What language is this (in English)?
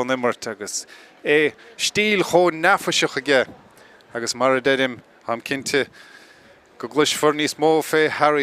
Irish